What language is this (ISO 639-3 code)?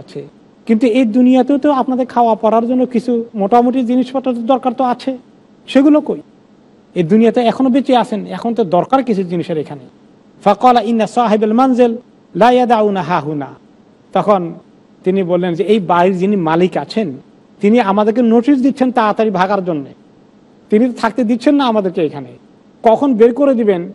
ben